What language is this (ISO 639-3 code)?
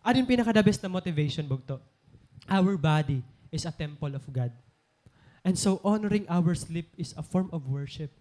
war